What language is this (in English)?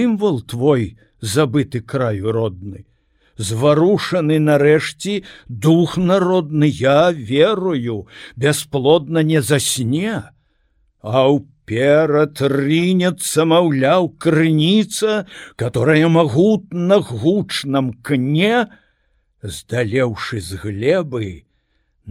Belarusian